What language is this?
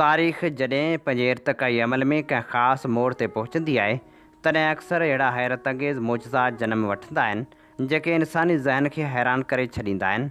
Sindhi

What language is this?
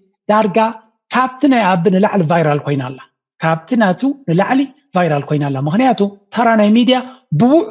Tigrinya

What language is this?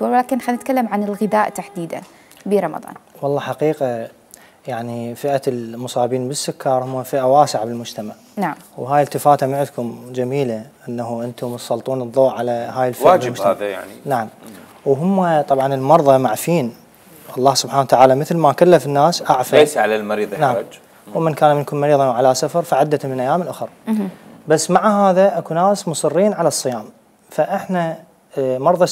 Mesopotamian Arabic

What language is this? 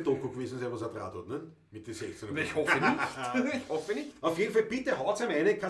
Bavarian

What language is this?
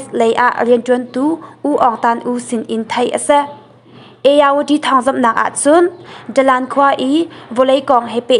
Hakha Chin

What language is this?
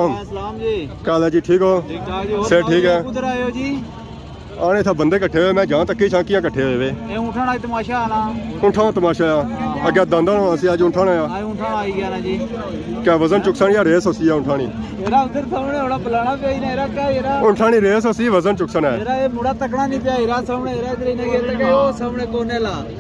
Pahari-Potwari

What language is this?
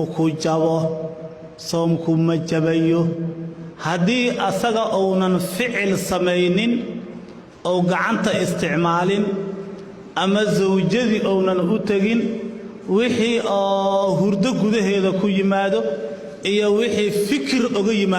Somali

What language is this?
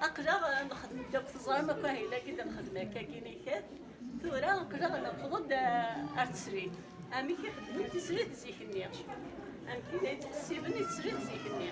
Kabyle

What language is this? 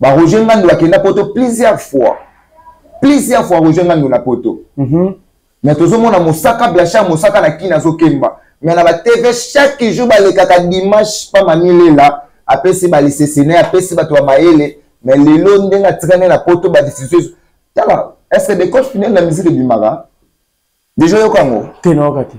Lingala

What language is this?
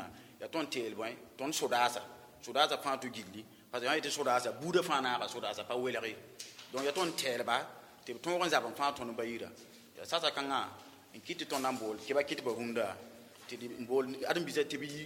Mossi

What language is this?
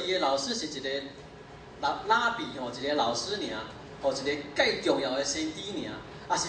Min Nan Chinese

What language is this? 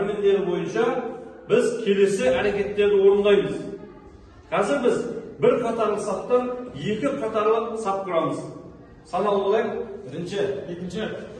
Kazakh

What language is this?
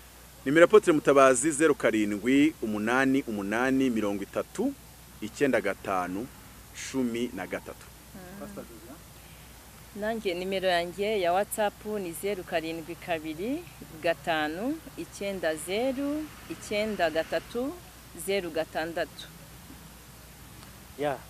Kinyarwanda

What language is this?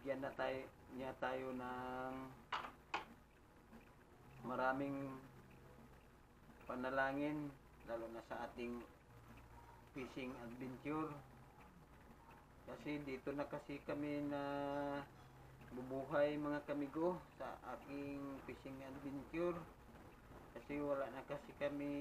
Filipino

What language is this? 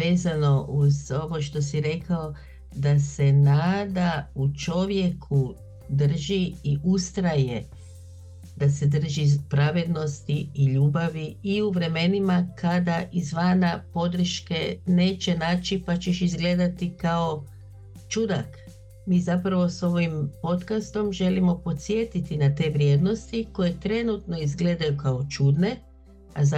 Bosnian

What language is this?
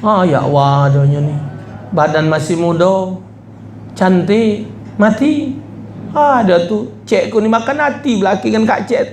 Musi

